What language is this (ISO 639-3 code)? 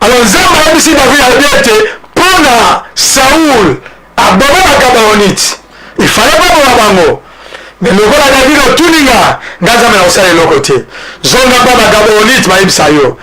lin